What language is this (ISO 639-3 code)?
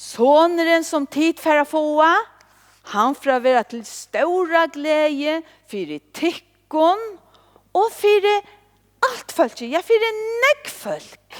fao